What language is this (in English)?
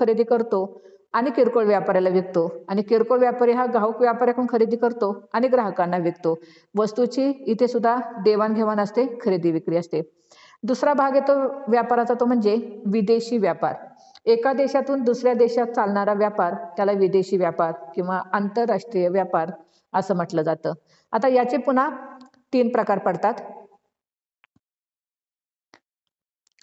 Marathi